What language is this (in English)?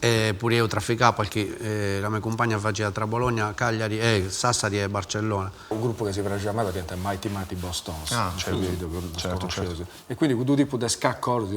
Sardinian